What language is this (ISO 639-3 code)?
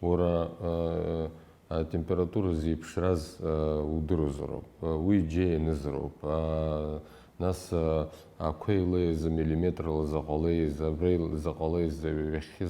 abk